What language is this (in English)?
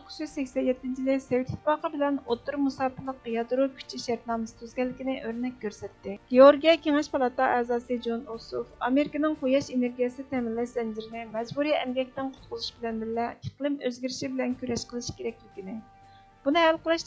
Uyghur